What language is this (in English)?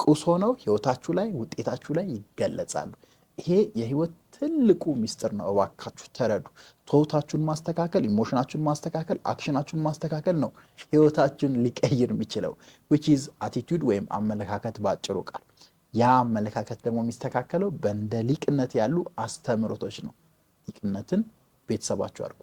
Amharic